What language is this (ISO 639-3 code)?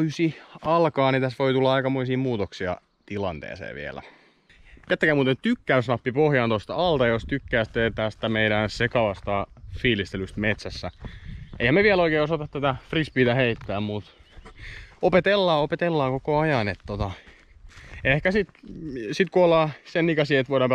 fin